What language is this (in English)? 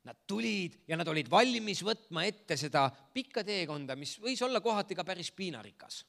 Estonian